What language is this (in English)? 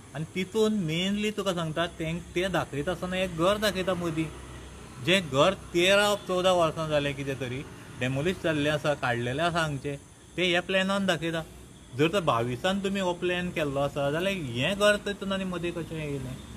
Konkani